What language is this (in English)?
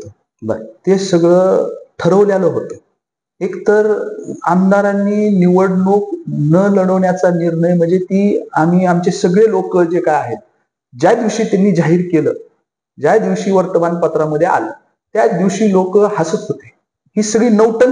Marathi